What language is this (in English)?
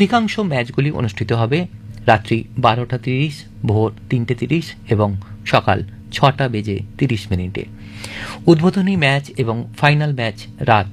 Bangla